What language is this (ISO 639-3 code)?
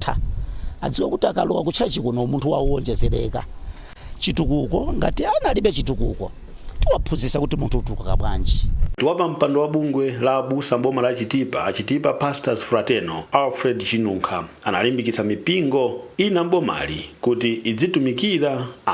nya